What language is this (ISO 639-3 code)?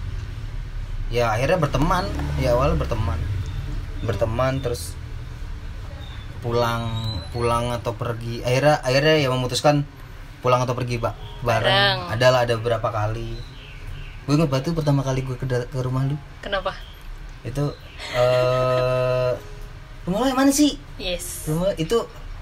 ind